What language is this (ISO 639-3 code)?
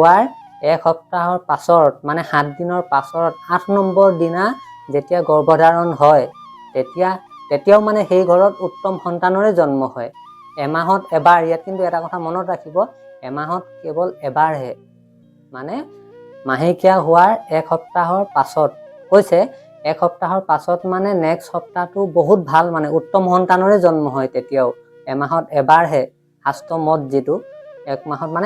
asm